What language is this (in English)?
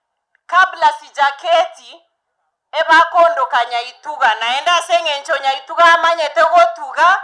Gusii